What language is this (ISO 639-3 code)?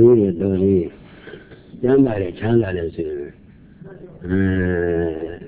mya